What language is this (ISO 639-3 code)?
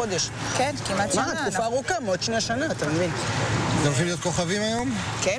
heb